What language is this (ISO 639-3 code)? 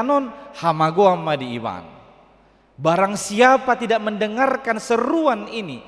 bbc